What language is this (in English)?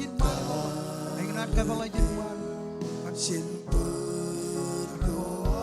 Marshallese